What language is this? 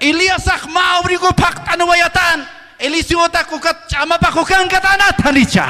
Aymara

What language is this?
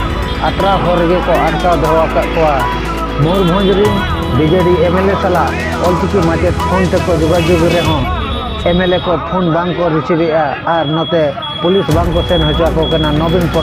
Santali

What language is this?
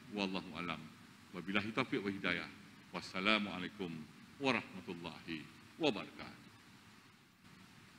Malay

